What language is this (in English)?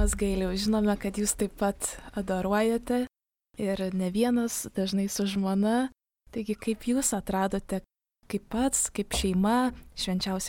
Lithuanian